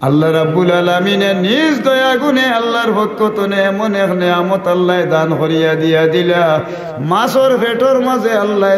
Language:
Sylheti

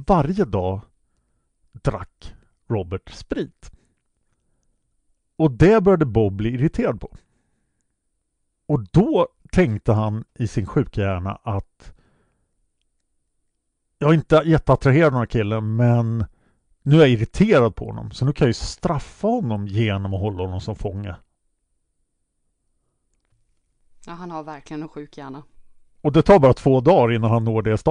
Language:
Swedish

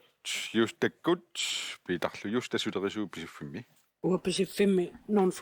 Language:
Kalaallisut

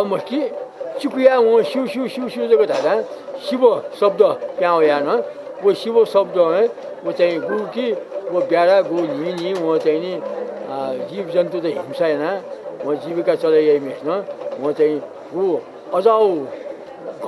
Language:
Newari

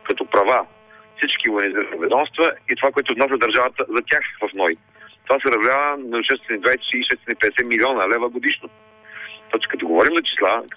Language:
Bulgarian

